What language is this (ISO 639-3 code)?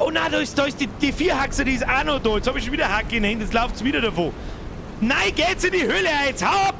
bar